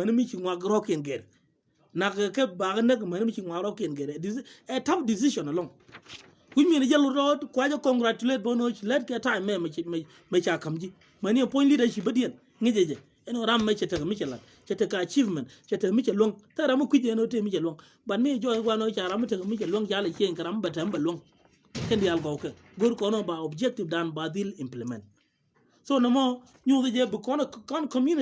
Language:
Nuer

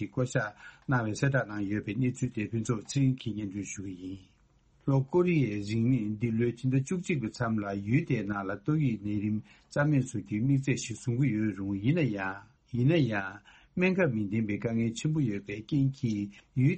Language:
Tibetan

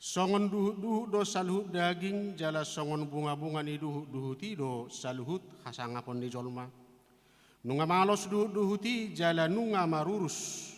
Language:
Batak Toba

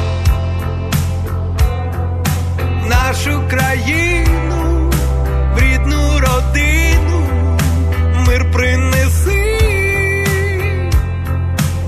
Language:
Ukrainian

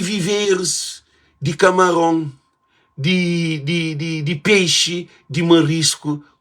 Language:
Kabuverdianu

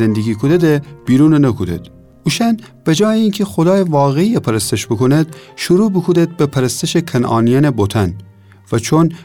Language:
Gilaki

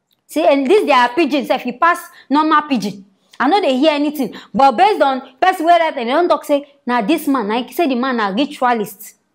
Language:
Nigerian Pidgin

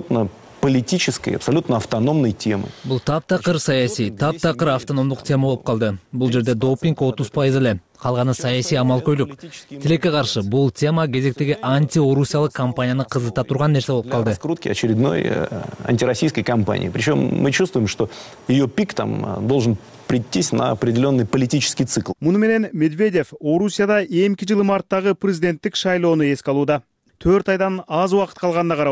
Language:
Kyrgyz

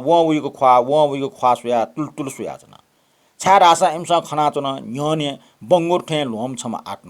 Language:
Newari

